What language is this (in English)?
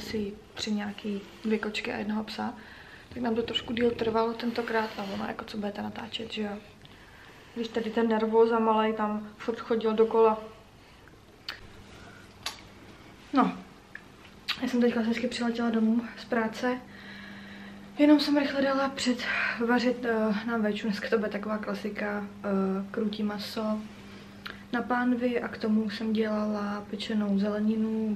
Czech